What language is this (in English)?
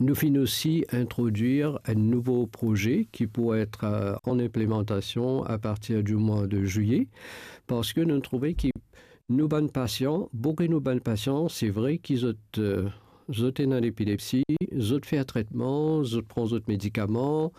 Morisyen